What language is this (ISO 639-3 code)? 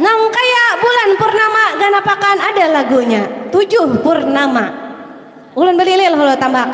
bjn